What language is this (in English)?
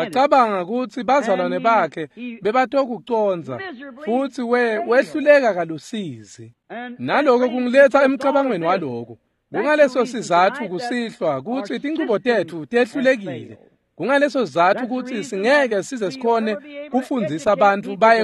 Swati